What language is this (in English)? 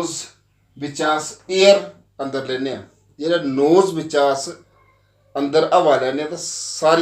Dogri